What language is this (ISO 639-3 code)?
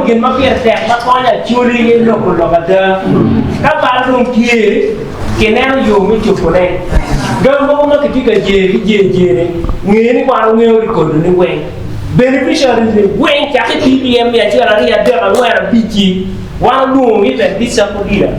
ach